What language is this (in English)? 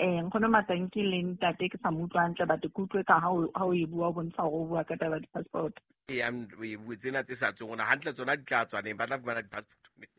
Southern Sotho